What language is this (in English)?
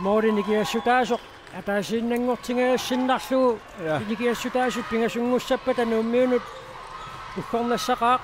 Kalaallisut